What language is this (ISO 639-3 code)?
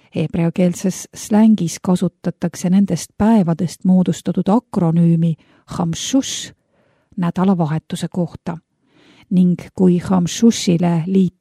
est